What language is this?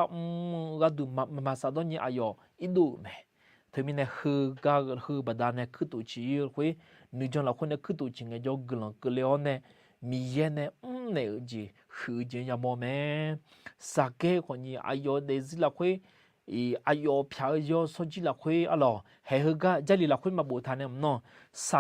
Akha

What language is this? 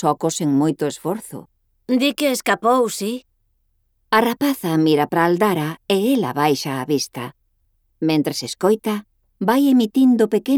Galician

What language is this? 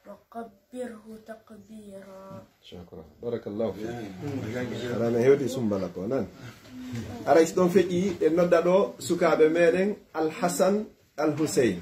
Pular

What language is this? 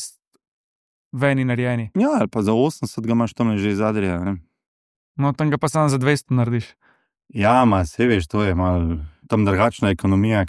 Slovenian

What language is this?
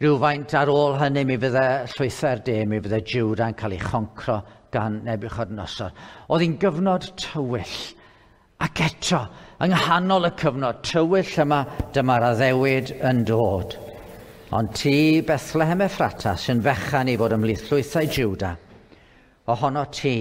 Welsh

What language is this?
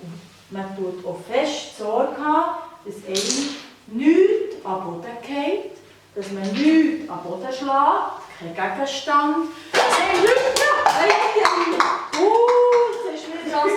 Swiss German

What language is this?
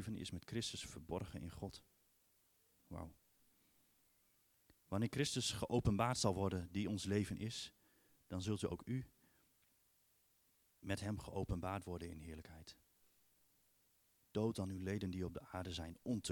Dutch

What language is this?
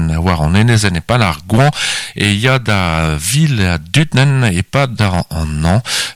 Breton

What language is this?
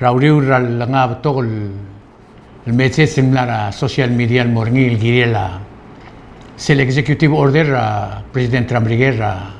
Palauan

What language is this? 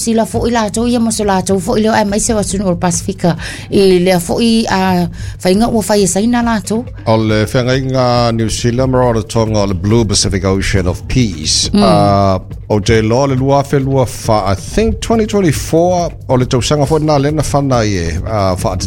Samoan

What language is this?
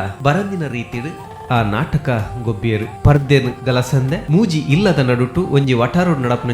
Tulu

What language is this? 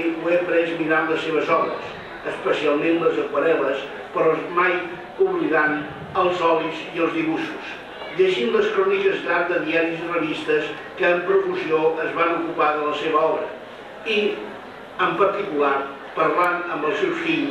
Catalan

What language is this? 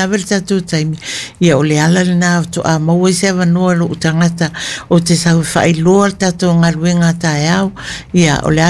Samoan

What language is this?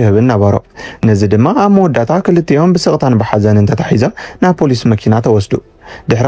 Tigrinya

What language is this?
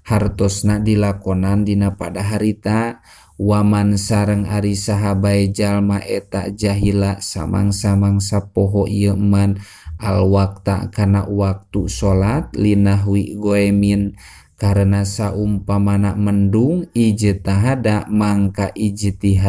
Sundanese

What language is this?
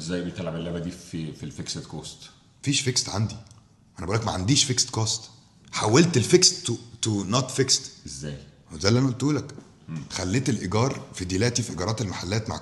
Egyptian Arabic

